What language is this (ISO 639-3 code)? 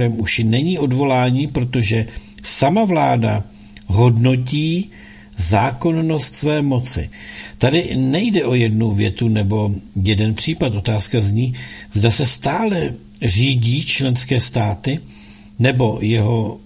ces